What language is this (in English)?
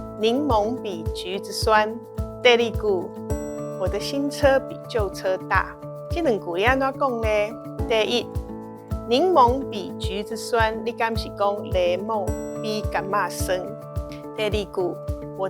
Min Nan Chinese